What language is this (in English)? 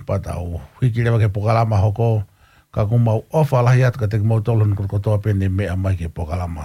Tongan